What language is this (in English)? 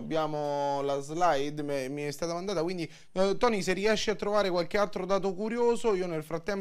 Italian